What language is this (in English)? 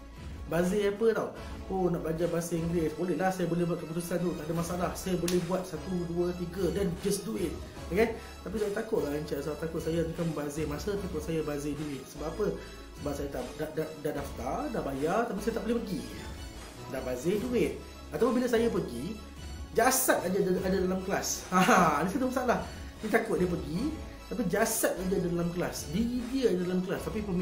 Malay